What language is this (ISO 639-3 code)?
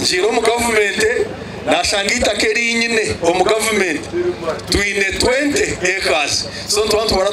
nyn